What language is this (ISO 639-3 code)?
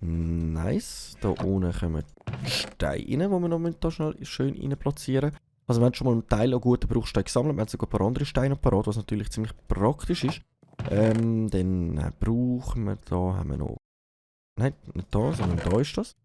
gsw